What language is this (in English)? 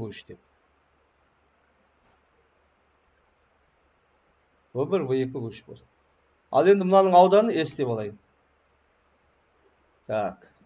Kazakh